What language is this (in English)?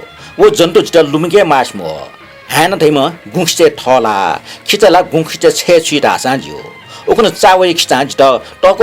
Newari